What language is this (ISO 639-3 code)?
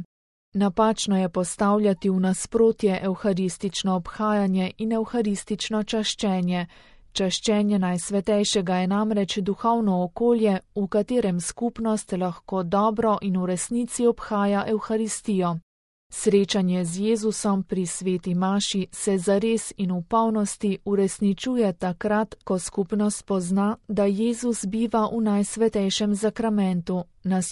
slv